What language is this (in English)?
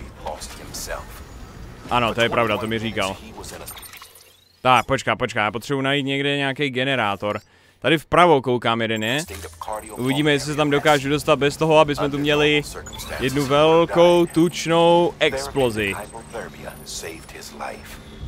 Czech